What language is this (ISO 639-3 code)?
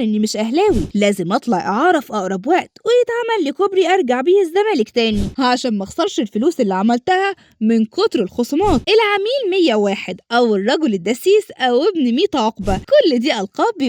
arz